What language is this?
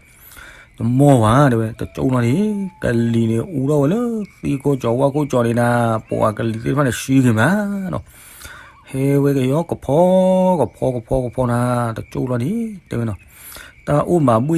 S'gaw Karen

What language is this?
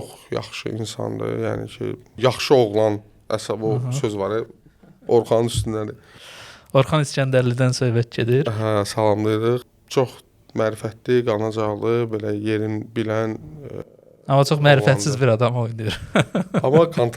Azerbaijani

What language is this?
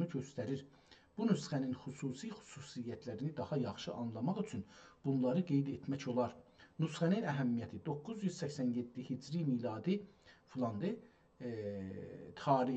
South Azerbaijani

